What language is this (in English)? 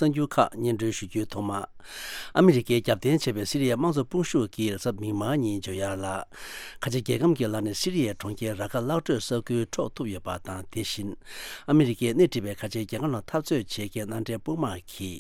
Tibetan